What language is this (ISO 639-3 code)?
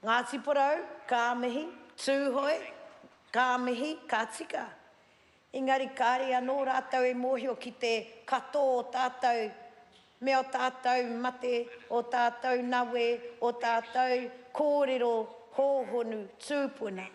mri